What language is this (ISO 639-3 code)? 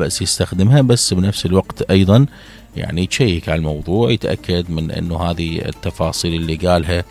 acm